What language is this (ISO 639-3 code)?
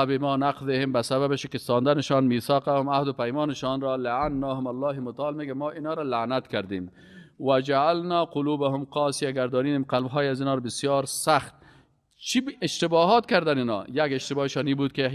fas